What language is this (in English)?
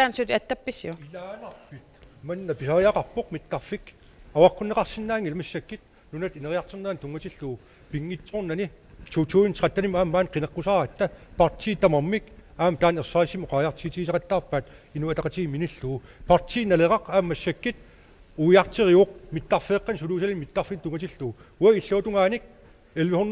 Kalaallisut